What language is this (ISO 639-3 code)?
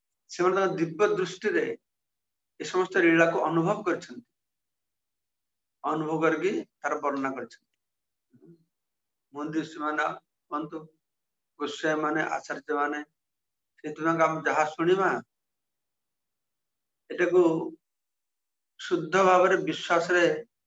ori